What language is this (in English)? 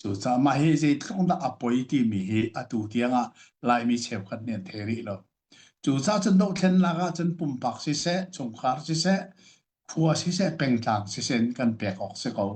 Hakha Chin